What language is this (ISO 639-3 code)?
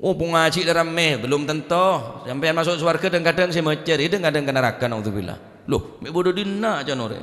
mad